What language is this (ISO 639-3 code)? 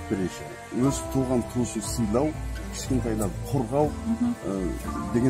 kaz